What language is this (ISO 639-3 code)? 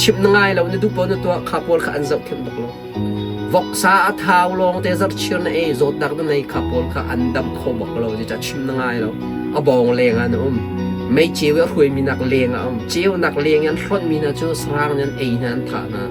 cnh